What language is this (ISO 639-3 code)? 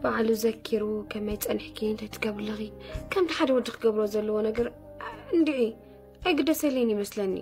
tir